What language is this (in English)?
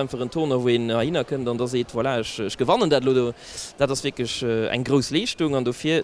Luxembourgish